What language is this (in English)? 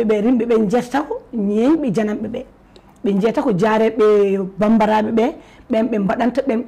Fula